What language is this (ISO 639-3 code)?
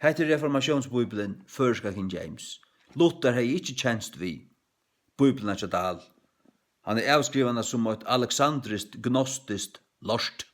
fao